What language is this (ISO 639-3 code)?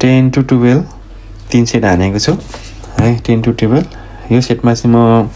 nep